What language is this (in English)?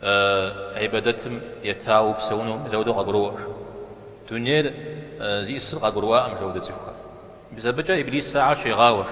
Kabardian